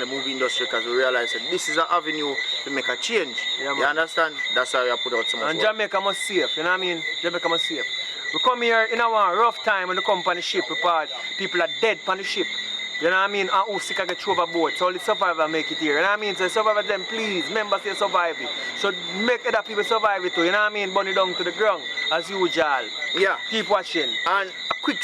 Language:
Jamaican Creole English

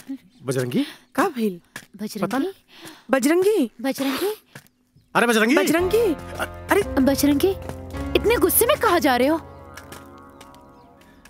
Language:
Bhojpuri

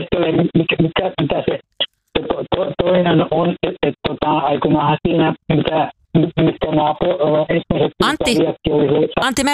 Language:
Finnish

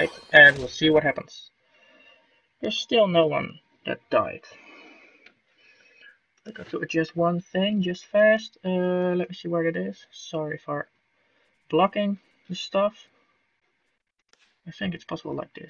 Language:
English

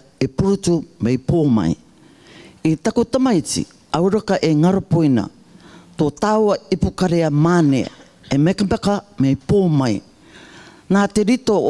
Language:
Rarotongan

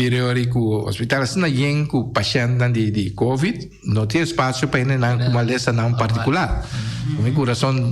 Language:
Papiamento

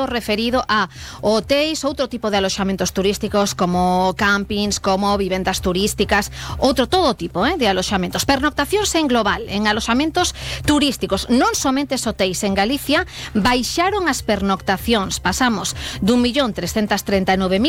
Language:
Galician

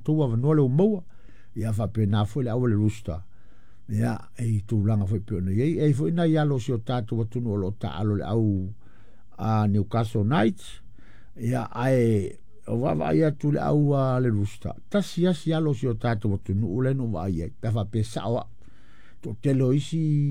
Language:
Samoan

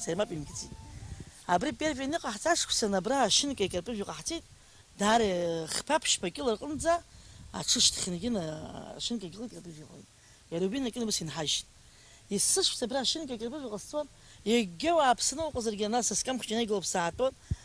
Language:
Abkhazian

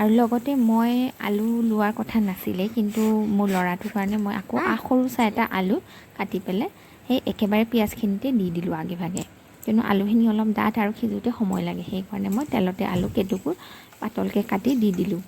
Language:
Assamese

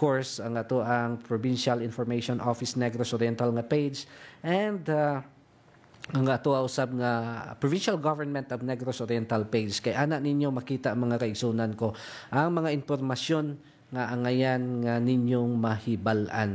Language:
Cebuano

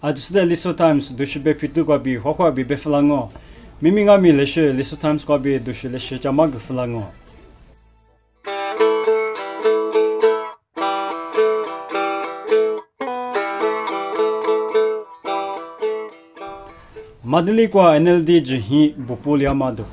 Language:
Lisu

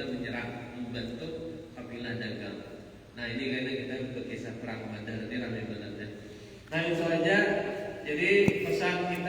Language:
Banjar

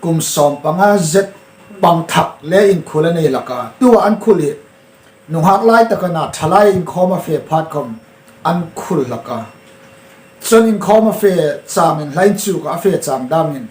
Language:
Hmar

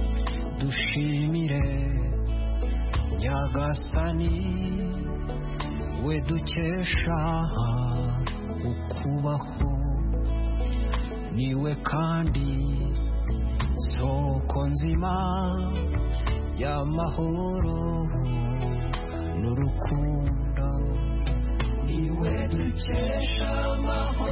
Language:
Kinyarwanda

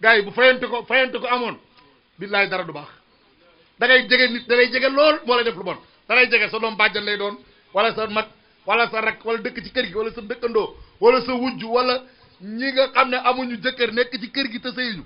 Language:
Wolof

